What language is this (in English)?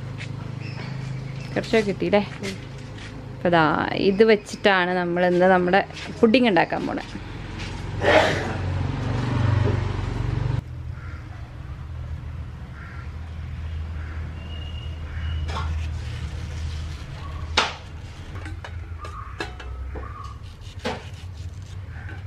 Malayalam